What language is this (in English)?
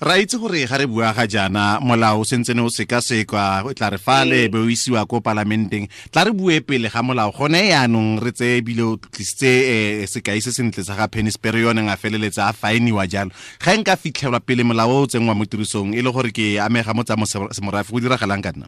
Tswana